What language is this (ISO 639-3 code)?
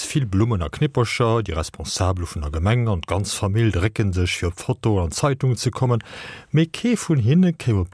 ltz